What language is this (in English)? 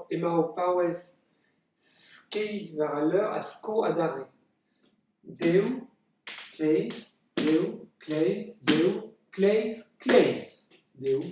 Breton